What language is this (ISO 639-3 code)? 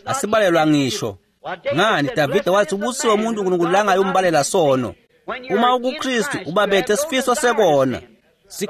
ssw